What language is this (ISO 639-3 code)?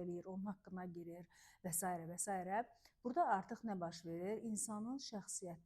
aze